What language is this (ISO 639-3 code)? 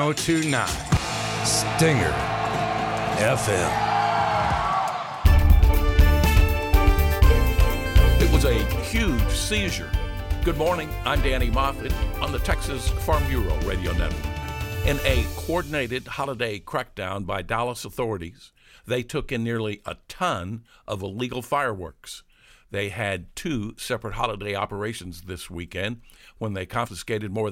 eng